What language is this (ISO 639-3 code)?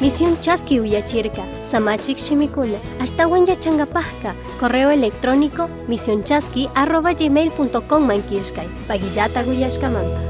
qug